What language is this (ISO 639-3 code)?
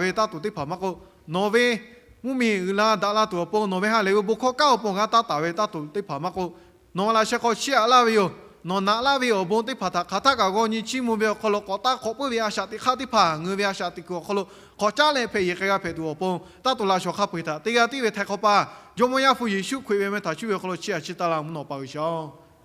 lhu